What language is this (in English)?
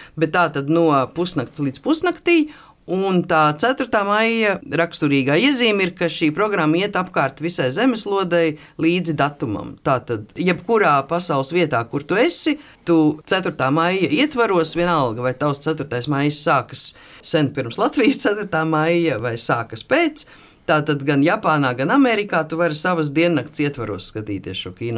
Latvian